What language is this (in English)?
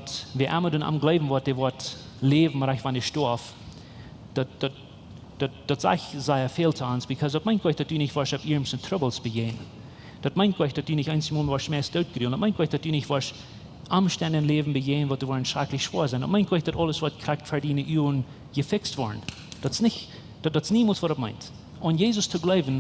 Plautdietsch